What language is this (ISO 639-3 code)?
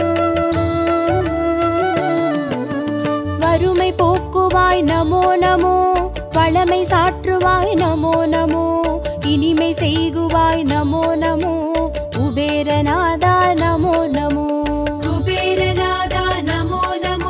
tam